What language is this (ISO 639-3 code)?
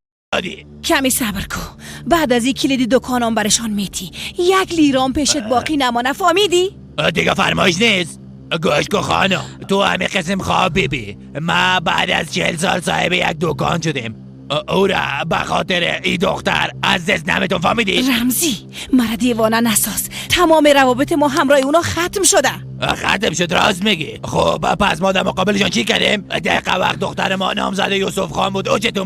fas